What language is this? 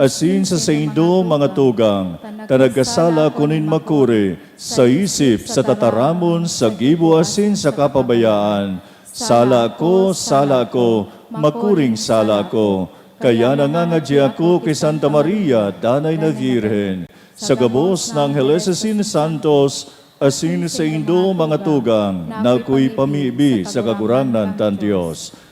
Bikol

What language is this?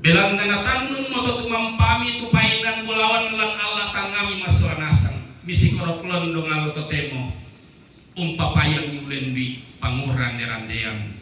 Toraja-Sa'dan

